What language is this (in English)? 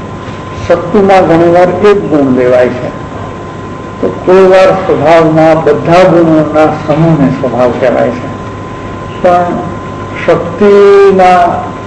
Gujarati